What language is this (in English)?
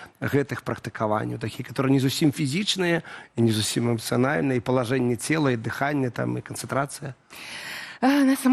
Belarusian